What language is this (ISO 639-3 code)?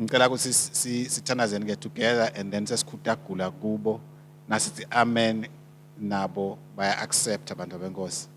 ssw